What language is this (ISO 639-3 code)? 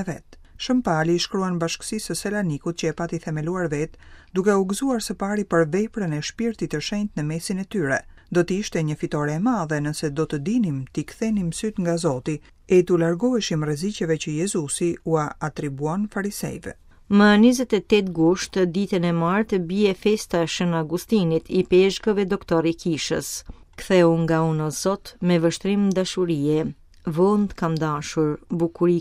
sqi